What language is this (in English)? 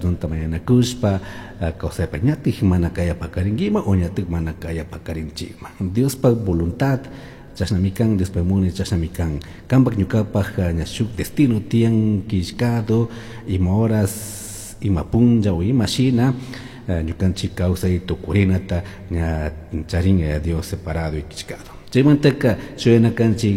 Chimborazo Highland Quichua